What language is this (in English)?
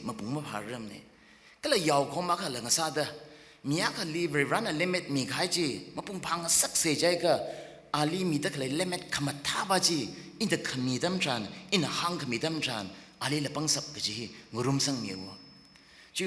Tangkhul Naga (India)